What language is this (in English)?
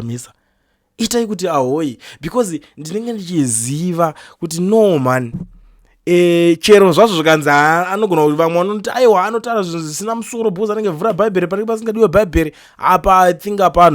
Shona